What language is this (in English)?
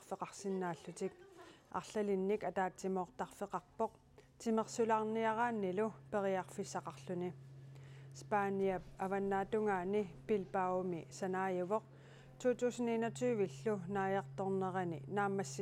Kalaallisut